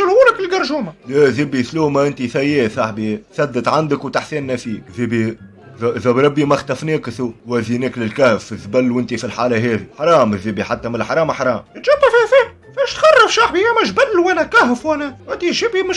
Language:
Tunisian Arabic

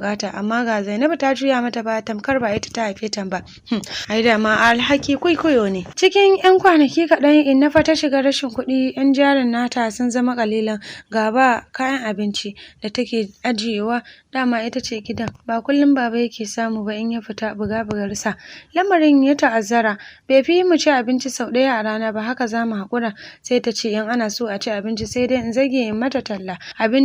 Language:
Hausa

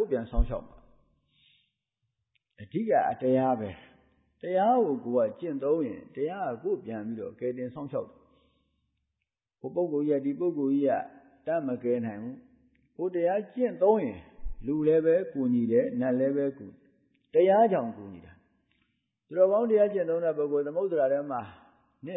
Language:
Burmese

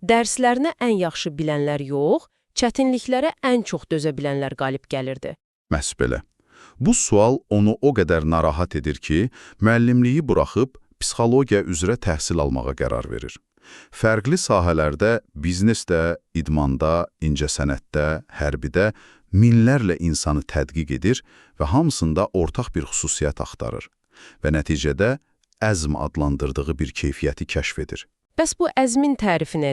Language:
Azerbaijani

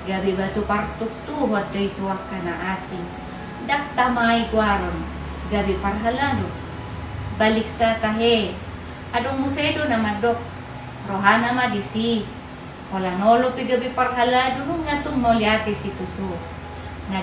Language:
Batak Toba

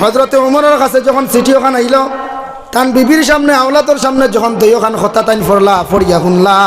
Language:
Sylheti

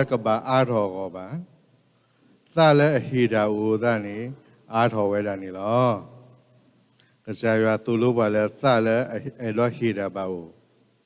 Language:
S'gaw Karen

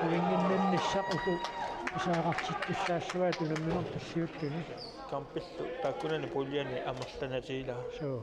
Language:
Kalaallisut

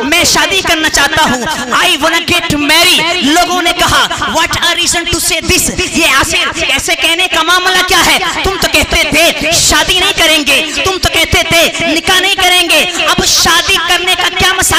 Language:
Urdu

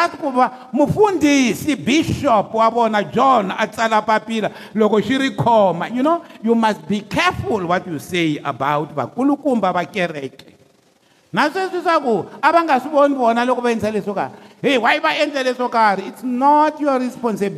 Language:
Tsonga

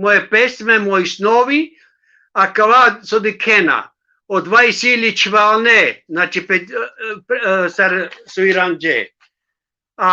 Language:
Balkan Romani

